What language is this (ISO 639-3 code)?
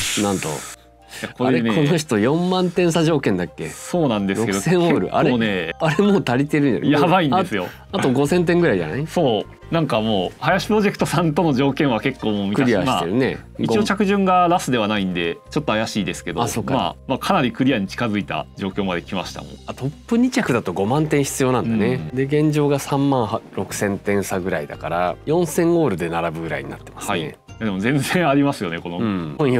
jpn